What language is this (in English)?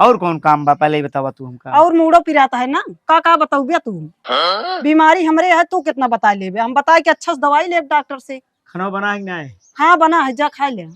Awadhi